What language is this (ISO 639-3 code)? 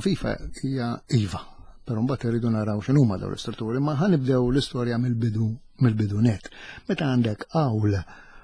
mlt